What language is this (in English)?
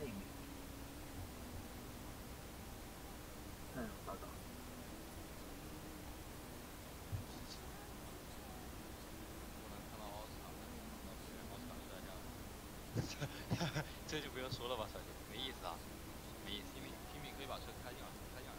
Chinese